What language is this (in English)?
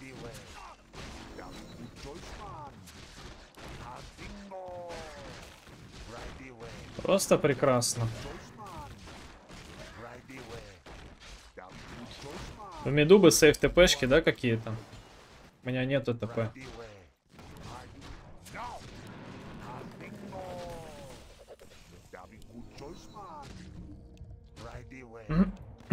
Russian